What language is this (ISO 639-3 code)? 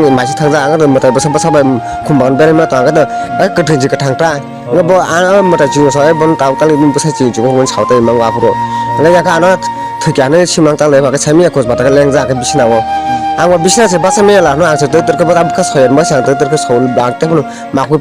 trp